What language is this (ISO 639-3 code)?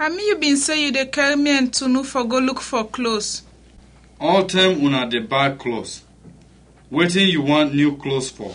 kri